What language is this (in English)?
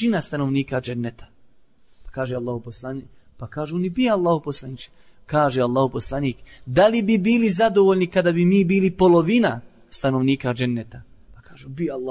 Bosnian